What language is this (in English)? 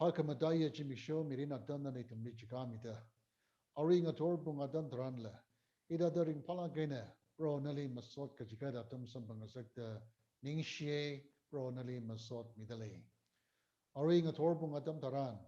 Tangkhul Naga (India)